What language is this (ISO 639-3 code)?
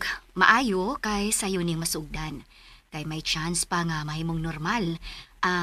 ceb